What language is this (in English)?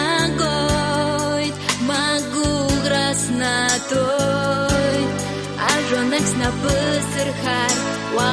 Abkhazian